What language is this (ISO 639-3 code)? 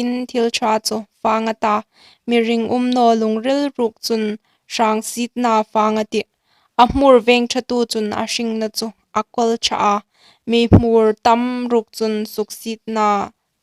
hmr